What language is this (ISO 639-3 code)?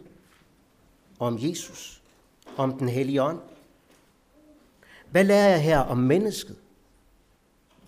dan